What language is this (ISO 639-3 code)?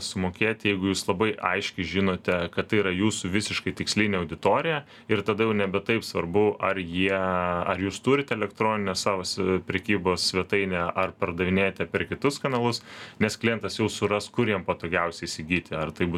lit